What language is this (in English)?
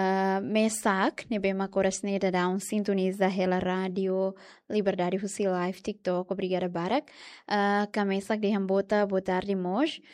Tetum